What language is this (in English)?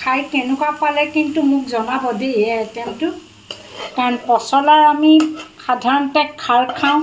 Assamese